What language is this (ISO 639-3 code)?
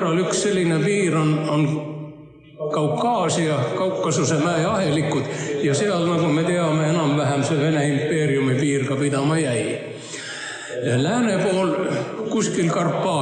est